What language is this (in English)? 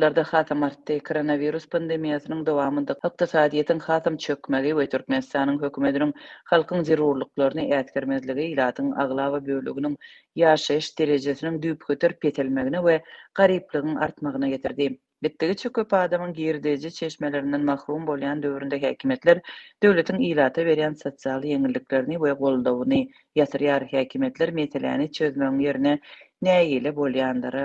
Turkmen